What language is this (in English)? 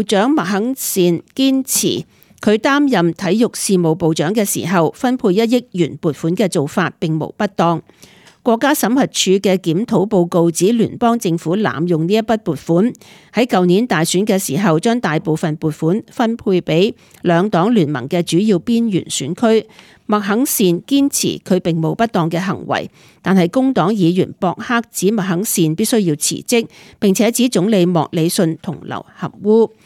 Cantonese